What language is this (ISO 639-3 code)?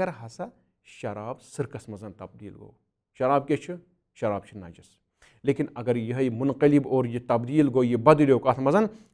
kas